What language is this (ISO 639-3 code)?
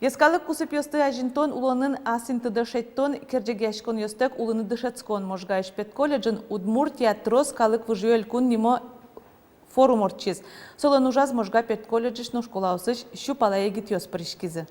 udm